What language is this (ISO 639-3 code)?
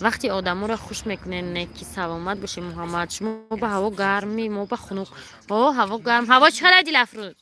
tgk